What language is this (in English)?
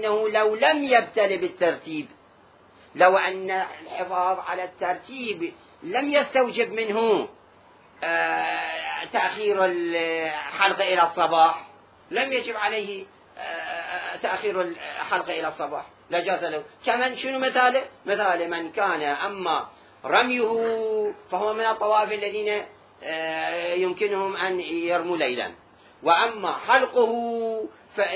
Mesopotamian Arabic